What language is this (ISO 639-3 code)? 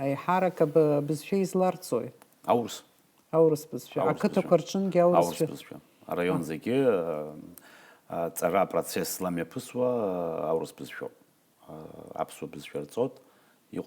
abk